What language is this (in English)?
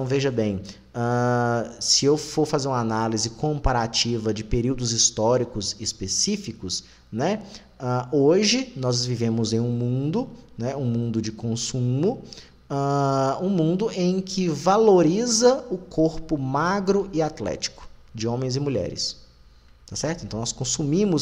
Portuguese